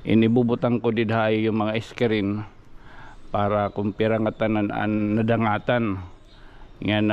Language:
Waray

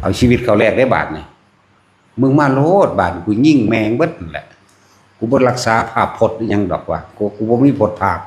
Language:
Northeastern Thai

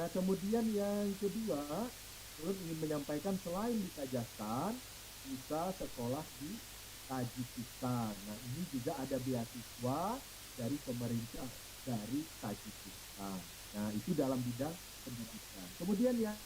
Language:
Banjar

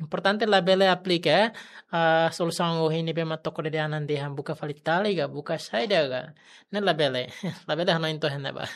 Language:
Tetum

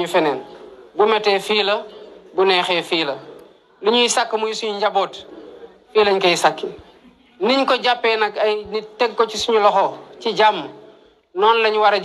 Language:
Wolof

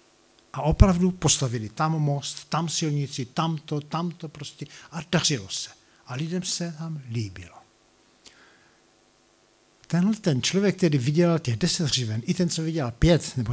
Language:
Czech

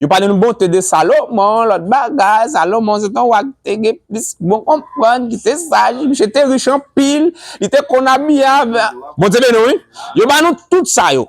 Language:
Haitian Creole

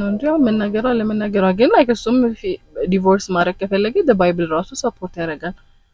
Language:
Amharic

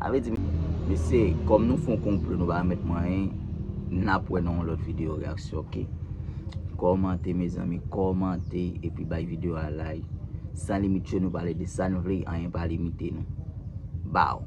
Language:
Haitian Creole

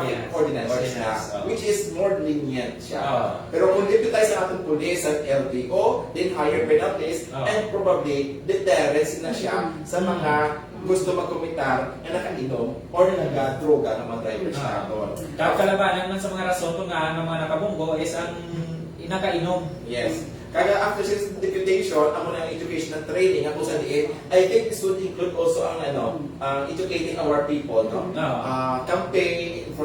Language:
Hiligaynon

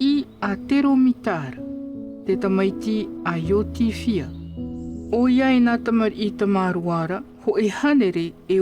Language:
Tahitian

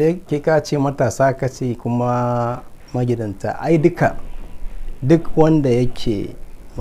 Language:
Hausa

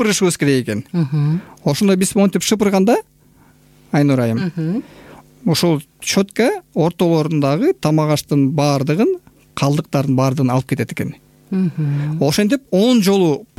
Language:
Kyrgyz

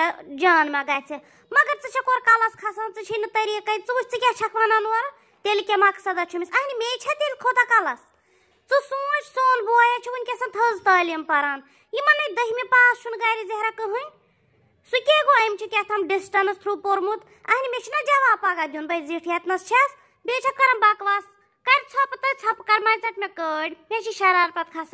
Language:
Kashmiri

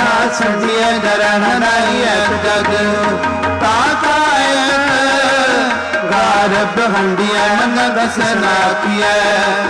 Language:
Punjabi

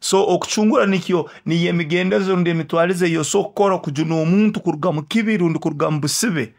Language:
Nyoro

